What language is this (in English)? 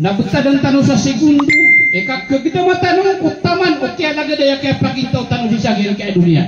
Maranao